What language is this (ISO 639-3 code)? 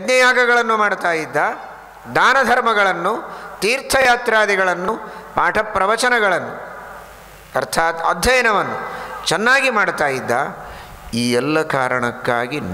kan